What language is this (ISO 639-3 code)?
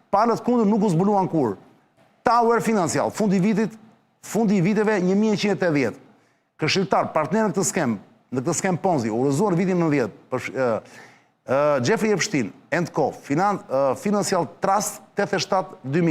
sqi